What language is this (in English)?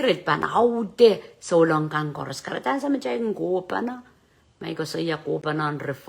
Pohnpeian